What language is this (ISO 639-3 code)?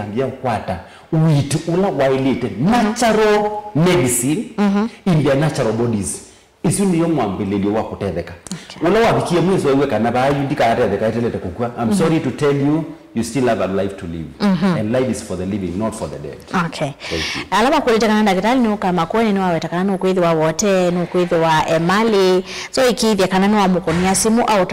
kam